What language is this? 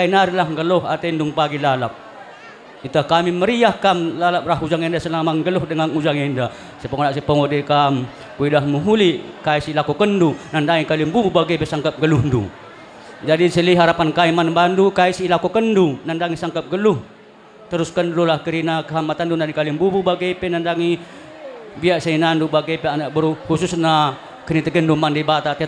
Batak Karo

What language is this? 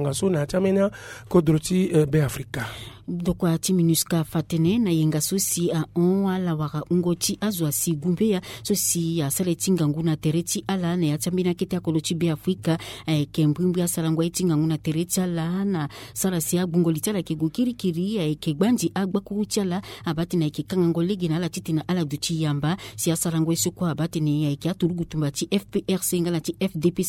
Sango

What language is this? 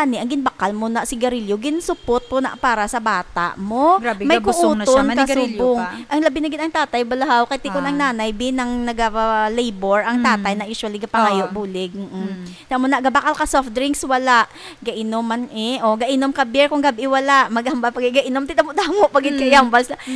Hiligaynon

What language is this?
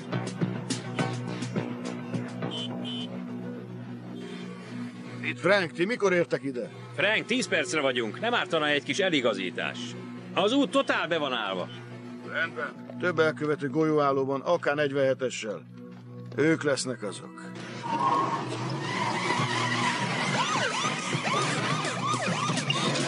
Hungarian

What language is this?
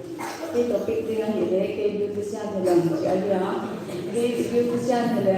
Paite Chin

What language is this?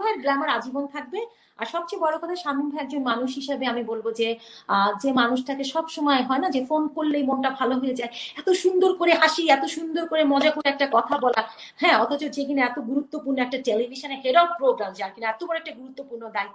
Bangla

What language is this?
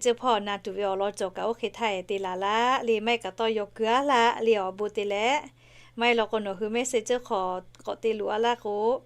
Lahu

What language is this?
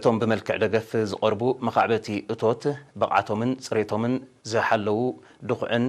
Tigrinya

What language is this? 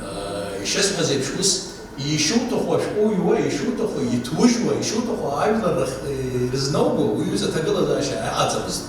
Abkhazian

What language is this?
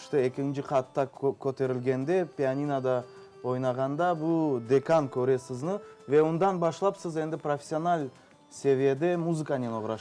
Crimean Tatar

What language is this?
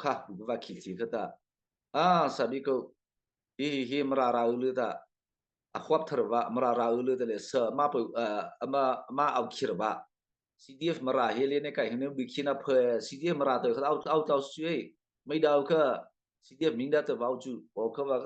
Mara Chin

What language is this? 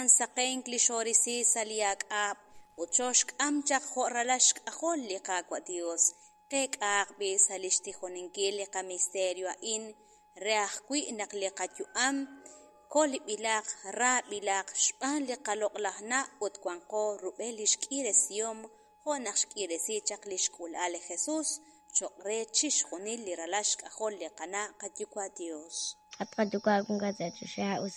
Kekchí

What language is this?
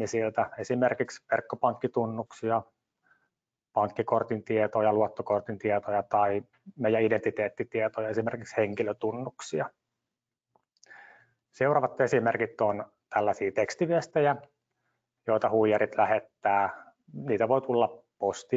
Finnish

